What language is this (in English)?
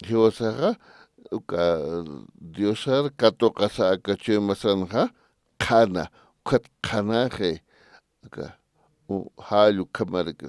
Aymara